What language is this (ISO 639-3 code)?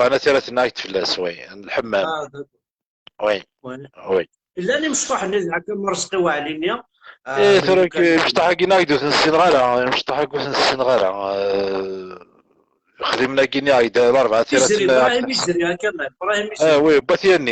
kab